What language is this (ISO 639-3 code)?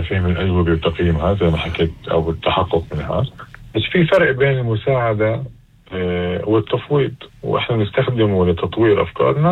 apc